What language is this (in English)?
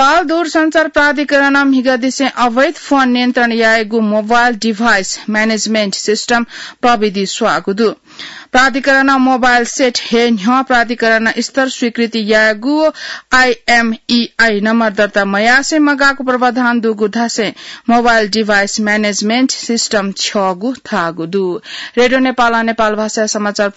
Newari